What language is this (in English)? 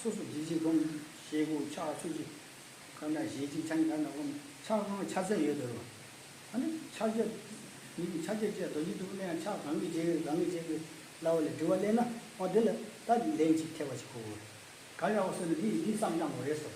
Tibetan